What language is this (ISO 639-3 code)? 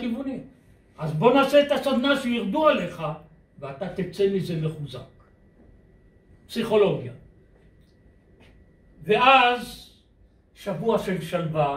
heb